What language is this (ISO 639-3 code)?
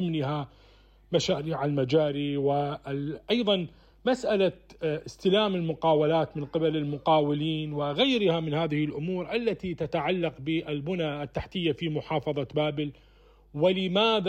acm